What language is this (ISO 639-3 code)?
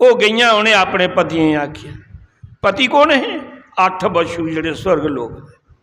doi